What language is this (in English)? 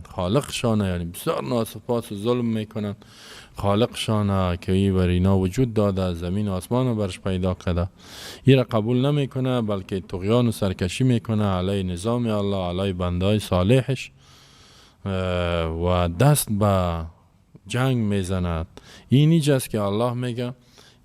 Persian